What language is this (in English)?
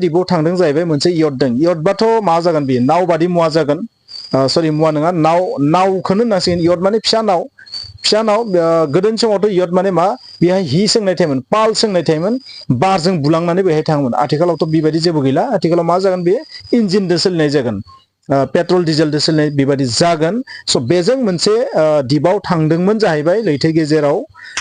Bodo